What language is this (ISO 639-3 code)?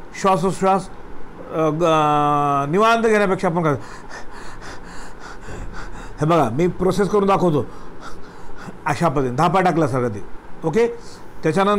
mar